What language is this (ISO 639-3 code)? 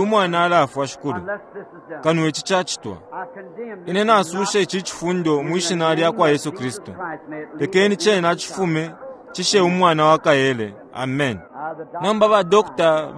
bem